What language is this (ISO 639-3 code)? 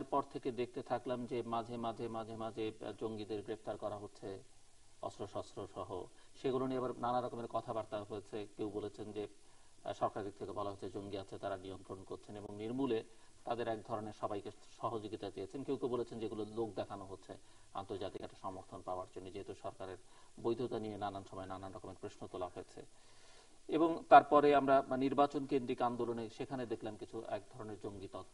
ben